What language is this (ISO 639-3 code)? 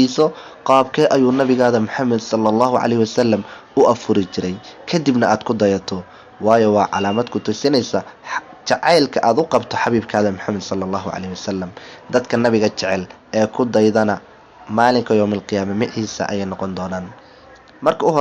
som